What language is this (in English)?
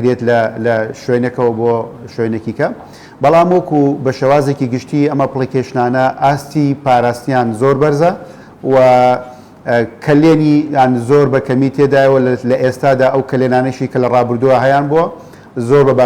Central Kurdish